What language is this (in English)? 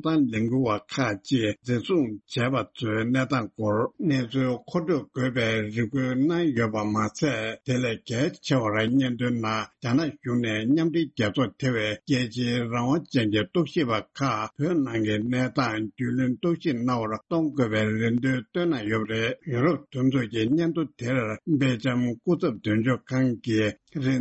Tibetan